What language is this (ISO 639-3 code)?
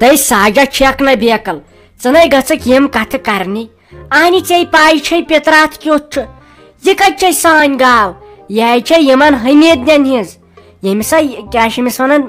kas